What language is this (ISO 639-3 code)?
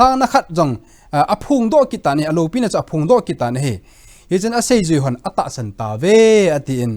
tcz